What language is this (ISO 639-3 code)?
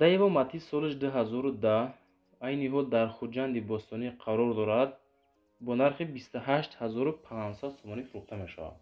tgk